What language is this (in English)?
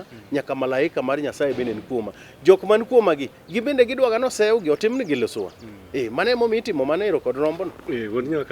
Luo (Kenya and Tanzania)